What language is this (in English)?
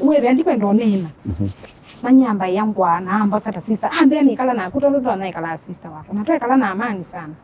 Kamba